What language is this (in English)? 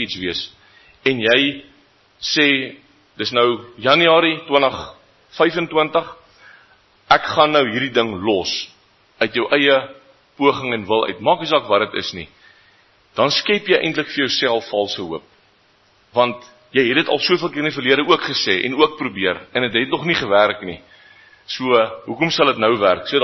Afrikaans